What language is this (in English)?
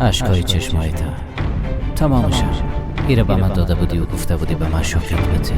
Persian